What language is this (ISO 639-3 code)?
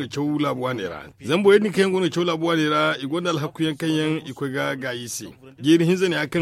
dje